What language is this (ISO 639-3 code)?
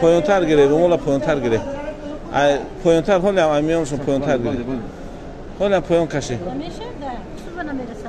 tgk